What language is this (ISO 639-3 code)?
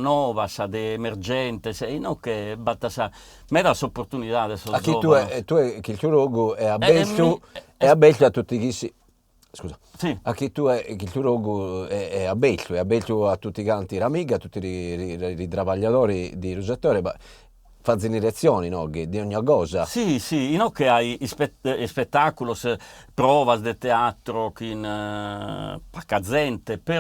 srd